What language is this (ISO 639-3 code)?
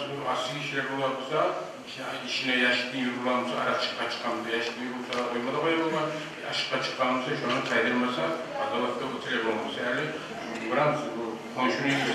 kum